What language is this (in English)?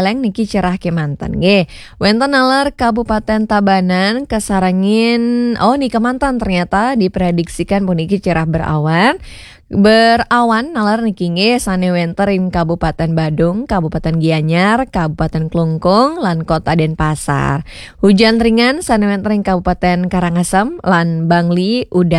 Balinese